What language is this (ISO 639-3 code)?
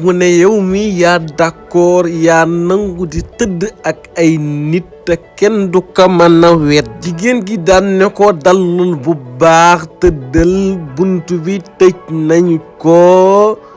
wol